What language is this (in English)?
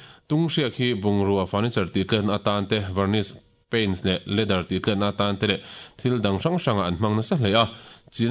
Mizo